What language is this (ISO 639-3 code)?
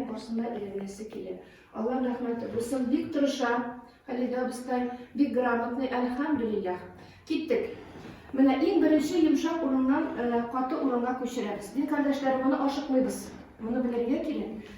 tat